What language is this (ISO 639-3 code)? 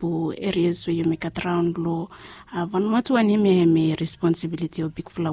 bis